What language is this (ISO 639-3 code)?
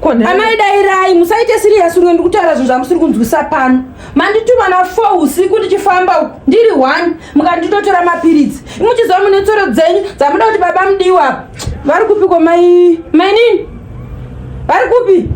sna